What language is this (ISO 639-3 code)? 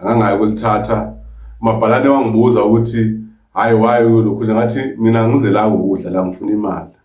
zul